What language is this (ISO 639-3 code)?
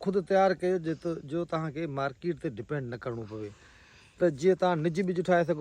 snd